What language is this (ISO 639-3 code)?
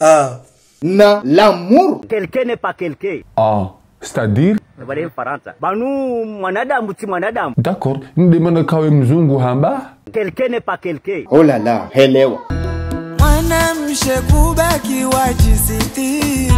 zdj